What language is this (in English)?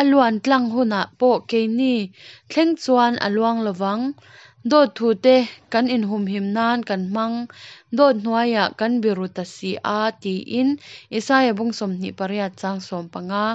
Mizo